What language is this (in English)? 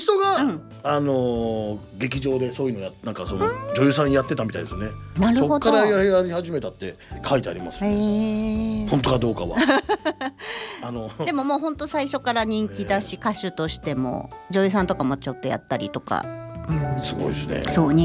Japanese